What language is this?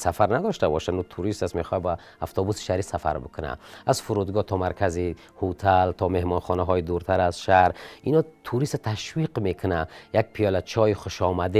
Tajik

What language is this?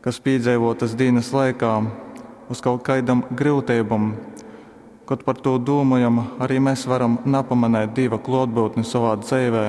Latgalian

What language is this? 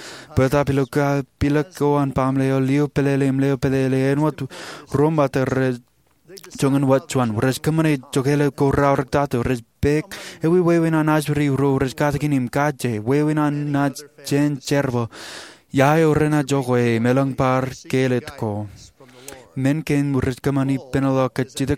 Marshallese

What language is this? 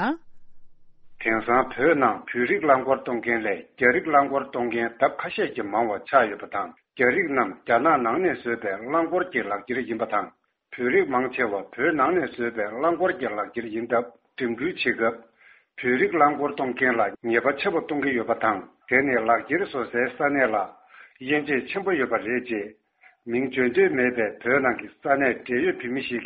Tibetan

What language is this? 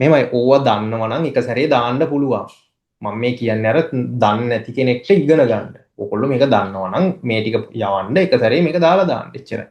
Sinhala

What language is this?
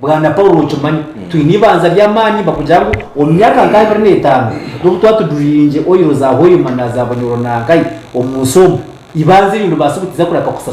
Nyankole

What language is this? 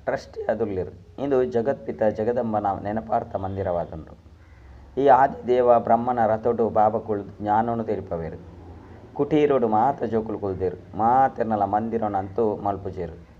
Tulu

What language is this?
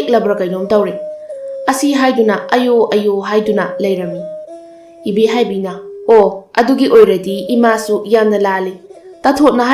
Manipuri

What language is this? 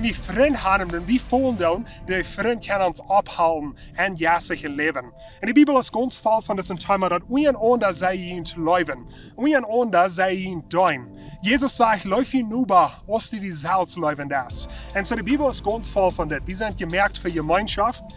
Plautdietsch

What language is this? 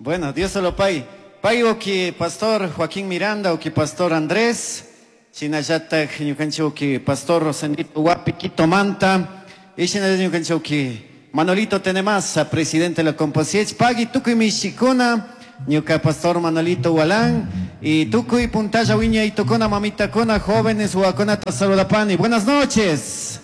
Chimborazo Highland Quichua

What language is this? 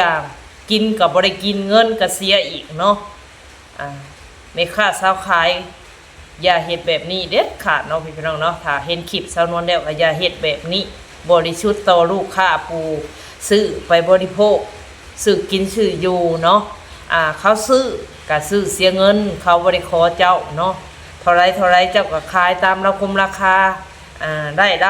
Lao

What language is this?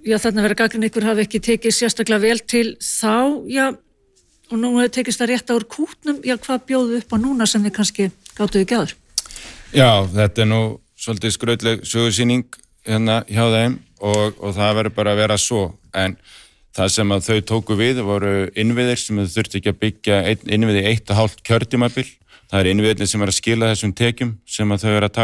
Icelandic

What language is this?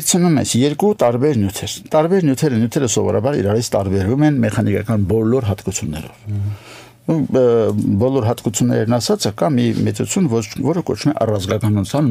Armenian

